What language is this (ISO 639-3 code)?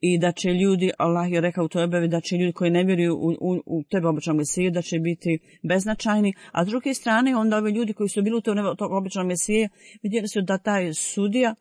bos